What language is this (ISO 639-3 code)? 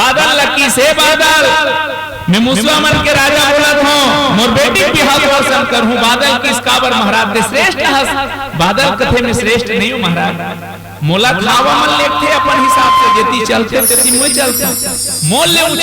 hne